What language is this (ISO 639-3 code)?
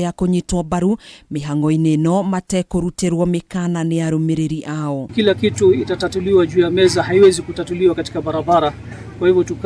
kik